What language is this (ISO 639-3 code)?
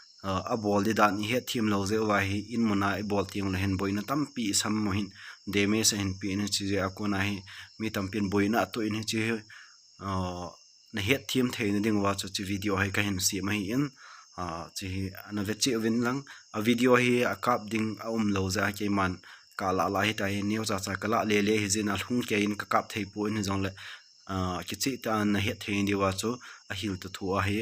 tcz